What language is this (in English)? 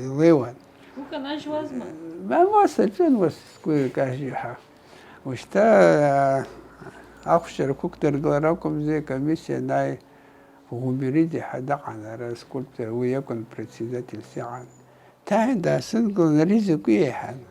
Abkhazian